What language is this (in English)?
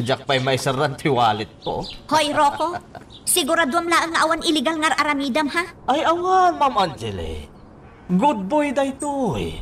Iloko